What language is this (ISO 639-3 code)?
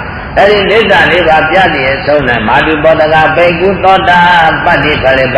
mya